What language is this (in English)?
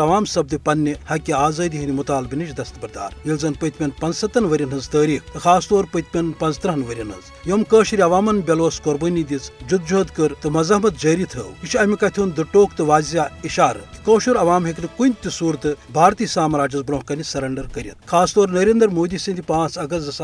Kashmiri